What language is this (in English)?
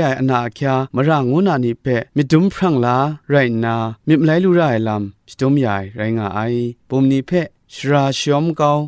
Kachin